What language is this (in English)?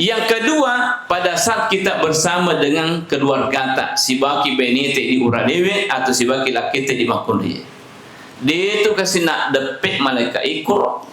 Buginese